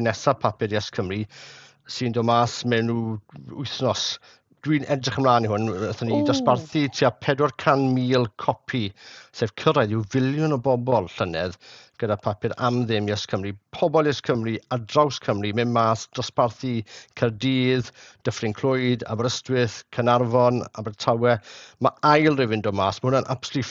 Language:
Welsh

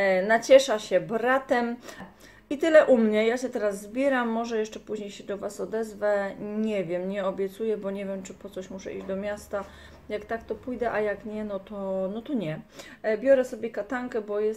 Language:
Polish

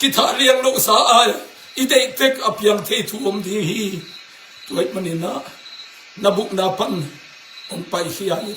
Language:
Tedim Chin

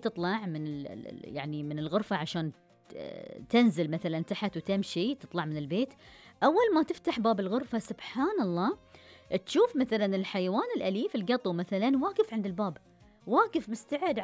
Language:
Gulf Arabic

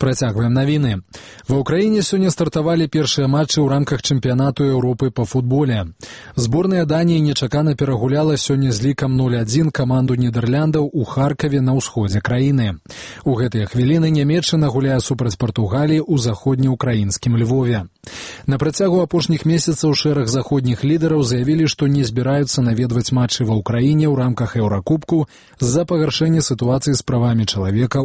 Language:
Belarusian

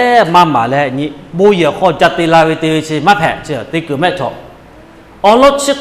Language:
Lahu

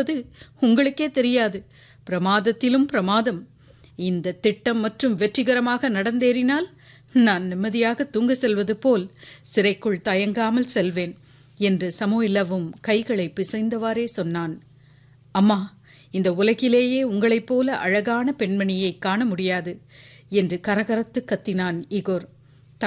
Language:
Tamil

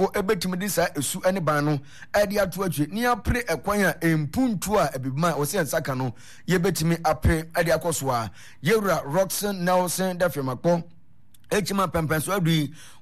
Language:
Akan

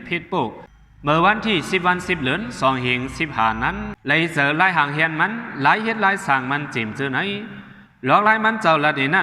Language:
Shan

